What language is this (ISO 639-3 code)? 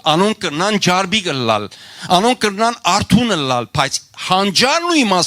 hyw